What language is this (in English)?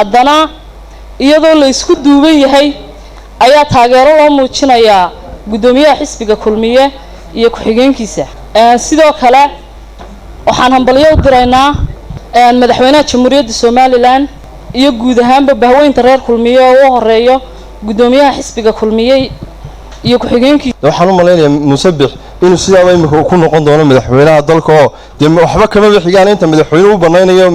Somali